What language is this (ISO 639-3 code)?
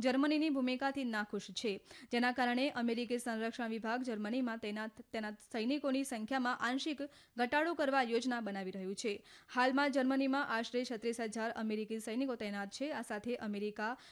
guj